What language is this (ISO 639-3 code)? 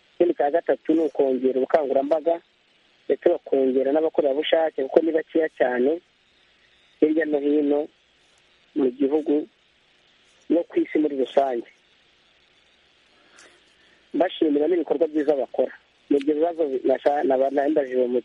kin